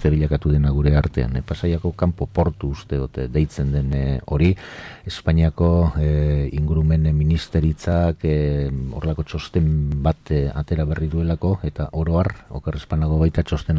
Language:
Basque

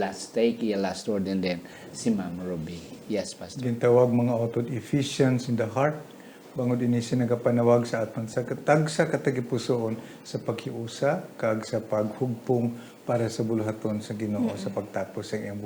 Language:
Hiligaynon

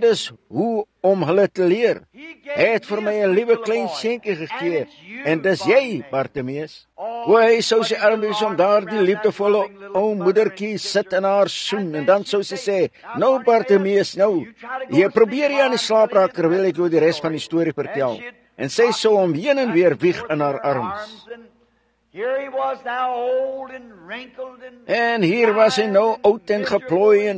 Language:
Afrikaans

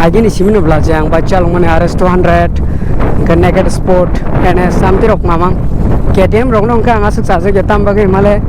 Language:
Kok Borok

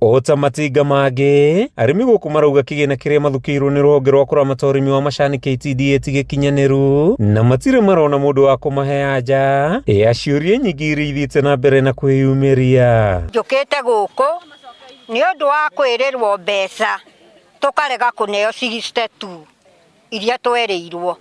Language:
Kikuyu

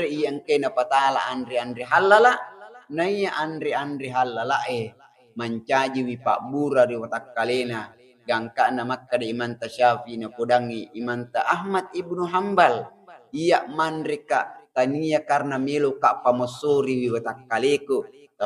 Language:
Buginese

